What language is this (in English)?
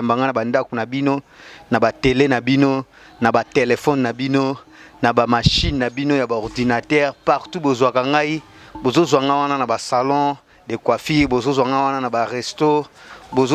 Lingala